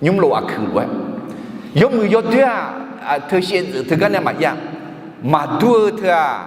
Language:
Akha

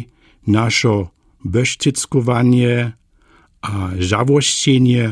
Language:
Lower Sorbian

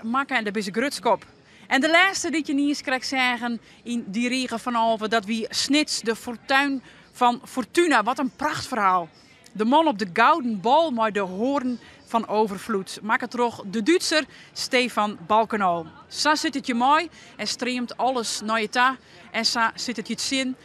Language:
Western Frisian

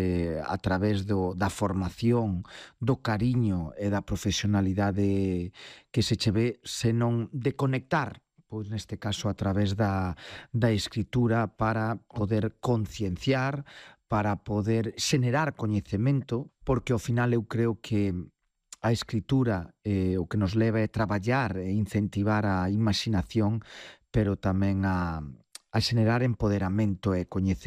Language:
Galician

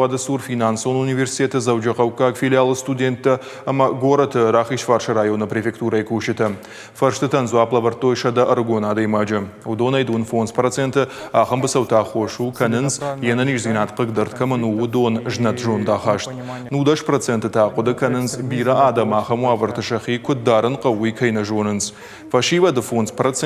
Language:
Ossetic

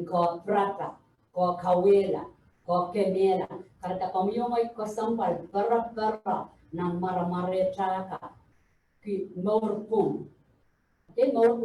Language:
Pohnpeian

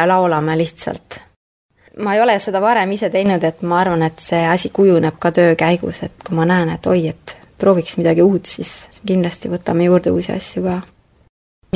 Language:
Estonian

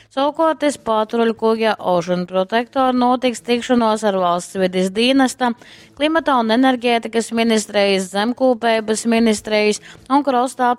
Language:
Latgalian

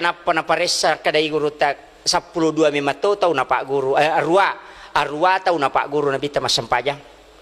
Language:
Buginese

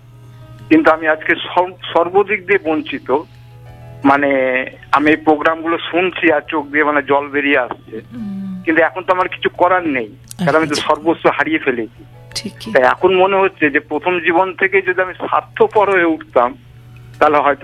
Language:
Bangla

